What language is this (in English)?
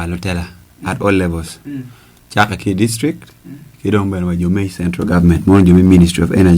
Acoli